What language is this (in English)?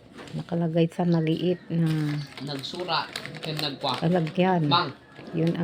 Iloko